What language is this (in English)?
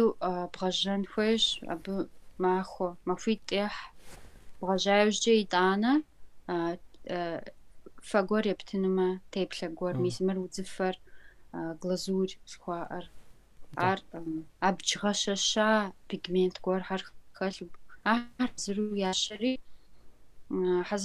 Kabardian